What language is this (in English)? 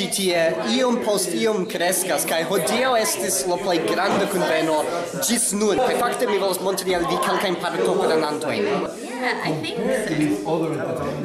Esperanto